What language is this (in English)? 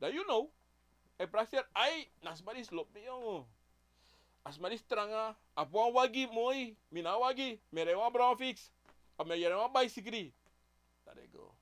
Sranan Tongo